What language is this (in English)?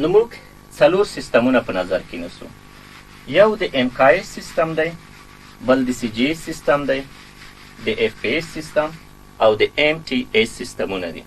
Pashto